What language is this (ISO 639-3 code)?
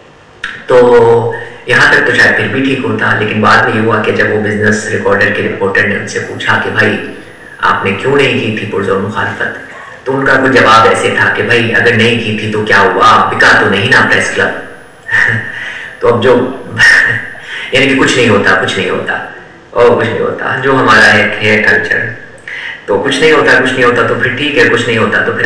urd